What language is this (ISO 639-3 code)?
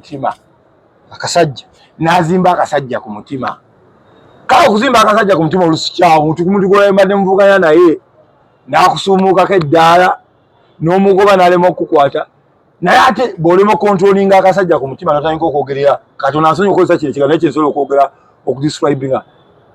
lug